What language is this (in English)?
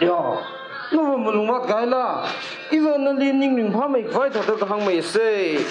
Tangkhul Naga (India)